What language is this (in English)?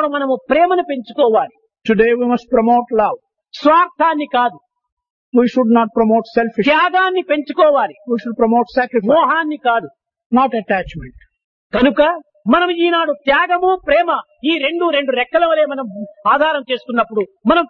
Telugu